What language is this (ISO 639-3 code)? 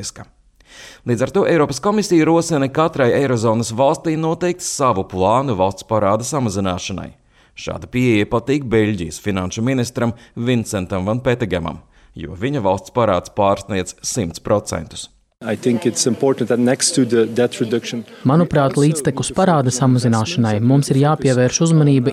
lav